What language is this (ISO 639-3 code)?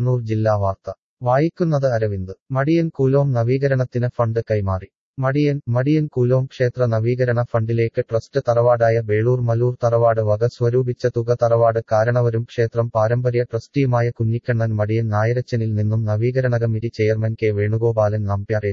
mal